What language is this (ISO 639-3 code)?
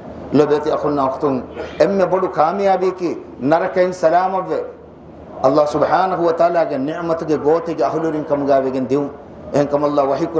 div